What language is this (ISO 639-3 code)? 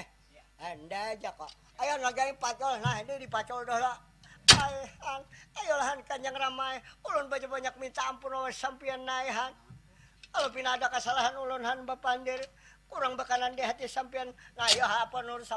bjn